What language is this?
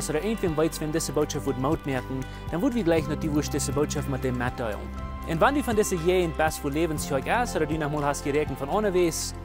Plautdietsch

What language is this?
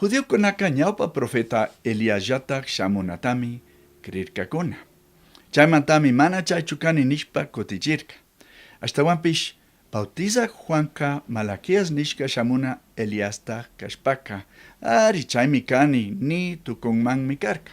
Chimborazo Highland Quichua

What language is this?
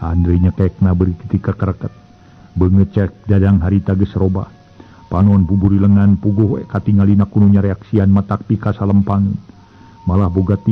Sundanese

